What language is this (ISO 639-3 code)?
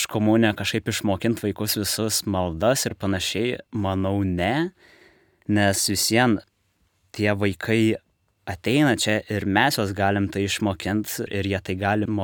lit